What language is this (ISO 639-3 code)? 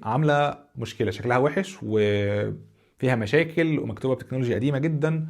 arz